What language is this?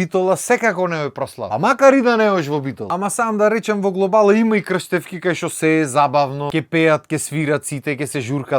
Macedonian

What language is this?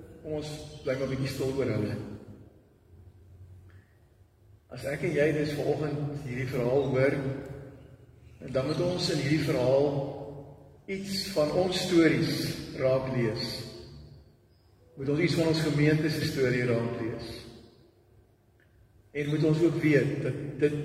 Afrikaans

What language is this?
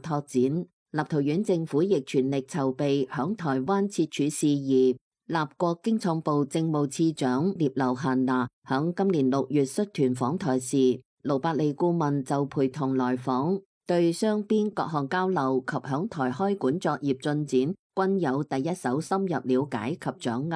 Cantonese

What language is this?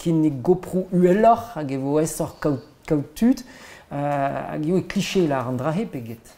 Breton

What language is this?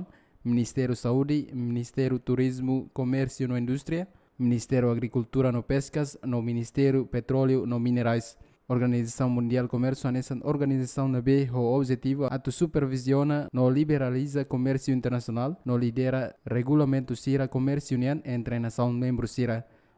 Tetum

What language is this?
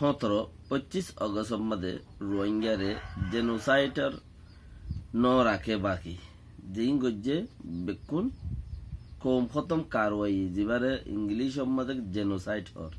Rohingya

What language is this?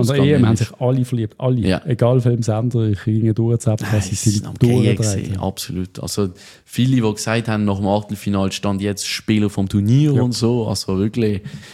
German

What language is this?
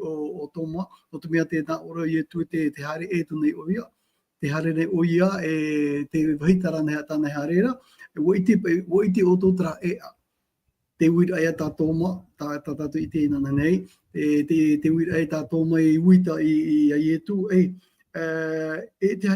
Tahitian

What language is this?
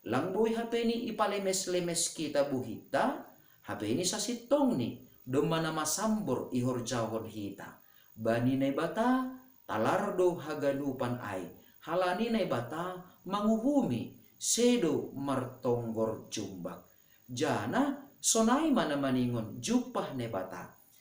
Batak Simalungun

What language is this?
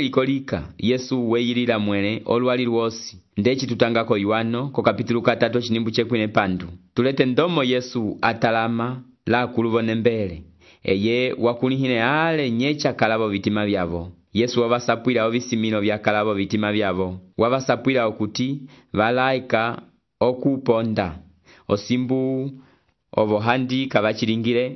Umbundu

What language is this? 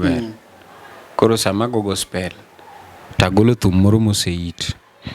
Luo (Kenya and Tanzania)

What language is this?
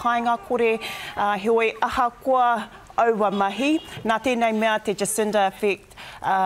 Māori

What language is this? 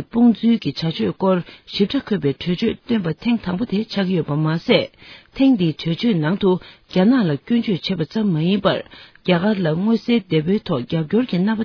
Tibetan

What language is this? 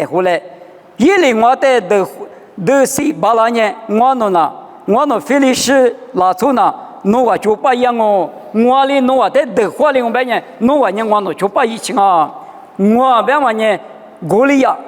Lisu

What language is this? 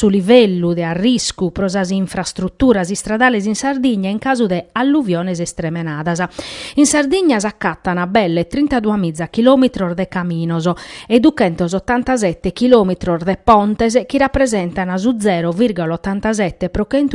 Sardinian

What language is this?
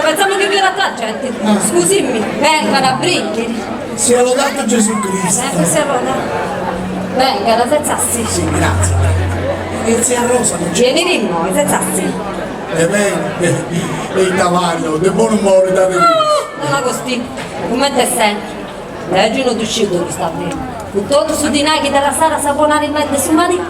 Sardinian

